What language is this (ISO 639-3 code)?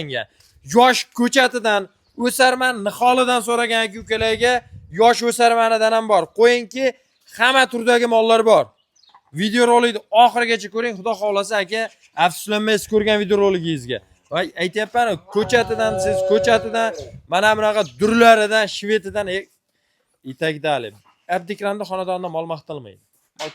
uzb